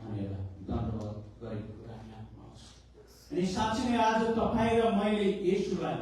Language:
Nepali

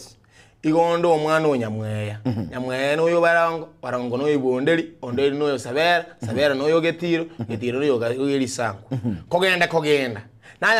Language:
Gusii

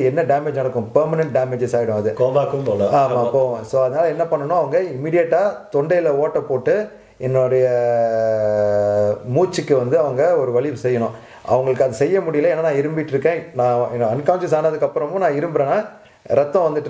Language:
Tamil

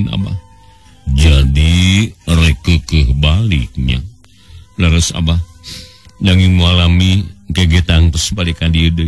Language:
Sundanese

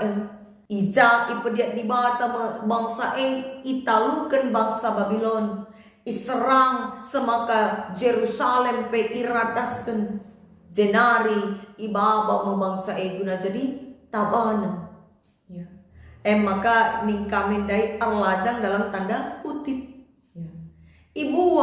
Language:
Batak Karo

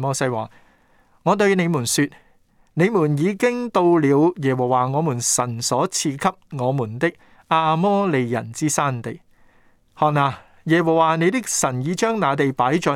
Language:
Cantonese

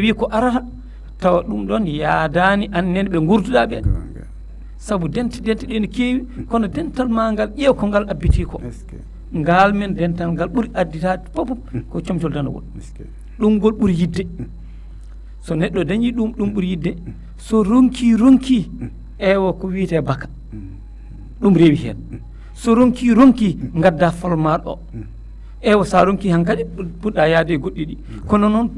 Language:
Fula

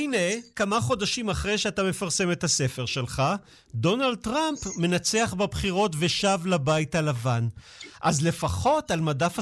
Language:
Hebrew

